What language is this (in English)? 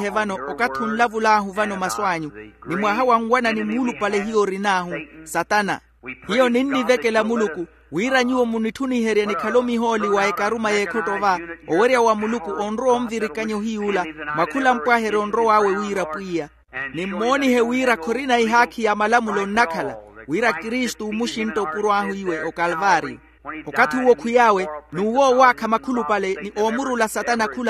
Makhuwa